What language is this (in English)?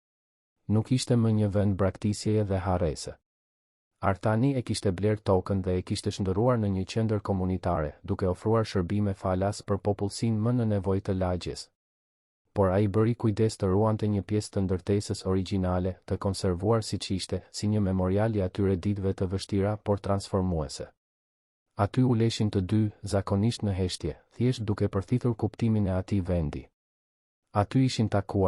Albanian